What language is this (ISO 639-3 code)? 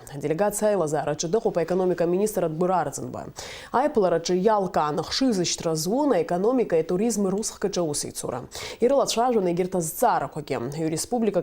abk